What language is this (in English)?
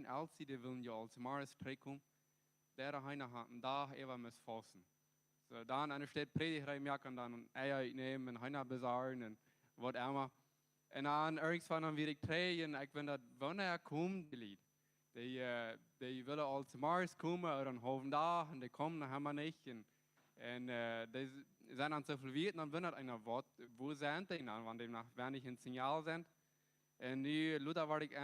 Plautdietsch